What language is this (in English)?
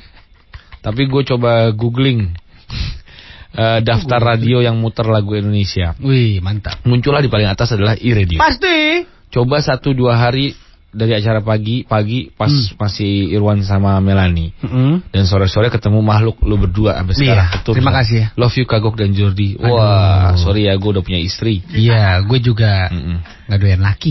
Indonesian